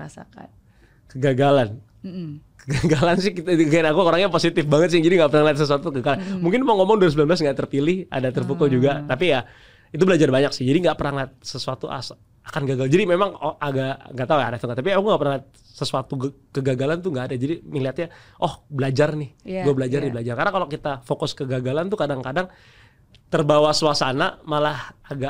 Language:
Indonesian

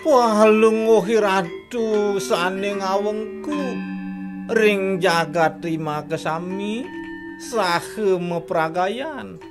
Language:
Balinese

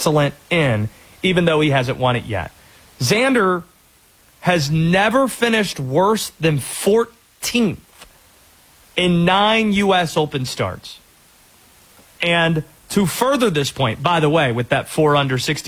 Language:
English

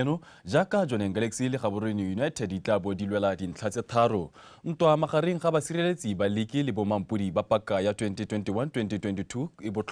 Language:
Tswana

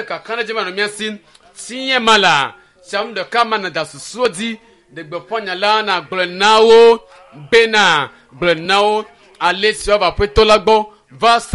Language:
Ewe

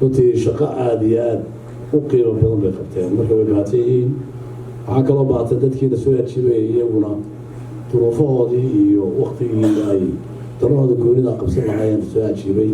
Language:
Somali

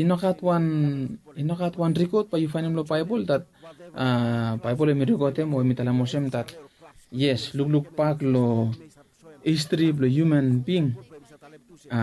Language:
Bislama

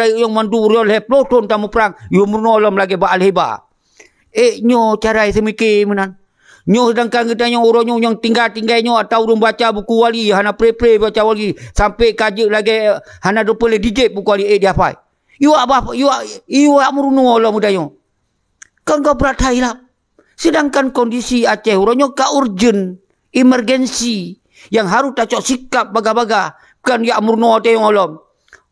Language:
Achinese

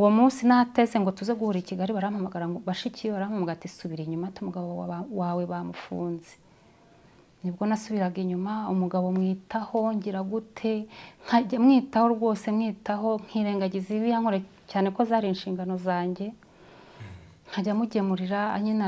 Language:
Kinyarwanda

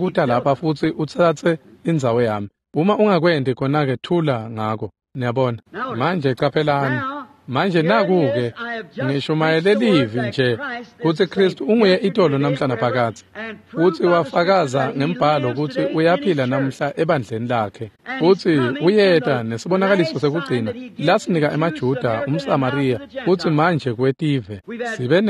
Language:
Swati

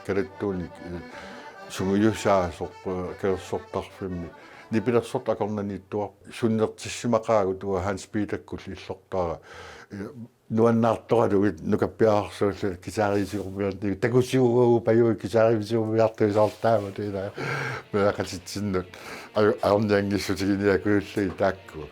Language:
Kalaallisut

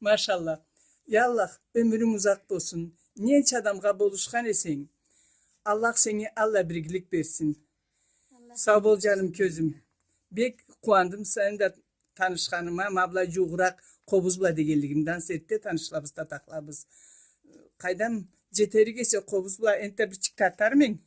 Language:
Karachay-Balkar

